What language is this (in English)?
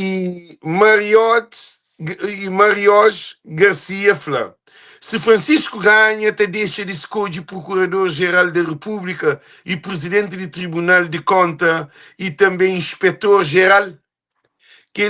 Kabuverdianu